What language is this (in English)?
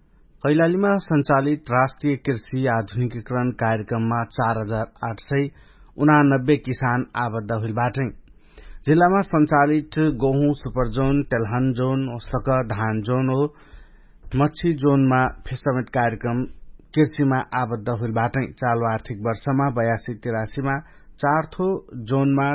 Dangaura Tharu